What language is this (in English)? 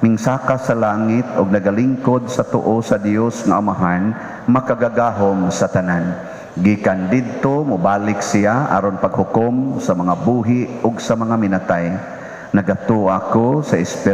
Cebuano